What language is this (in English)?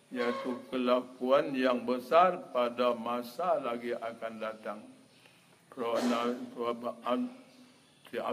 Malay